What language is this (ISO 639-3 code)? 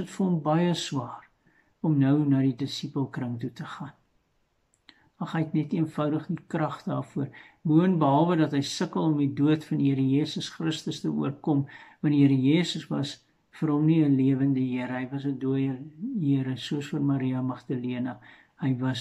afr